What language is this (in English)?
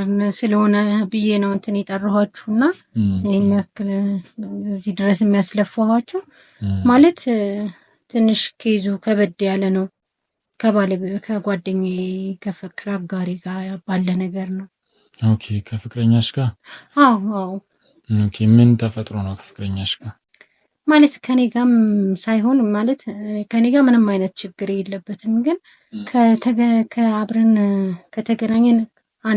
Amharic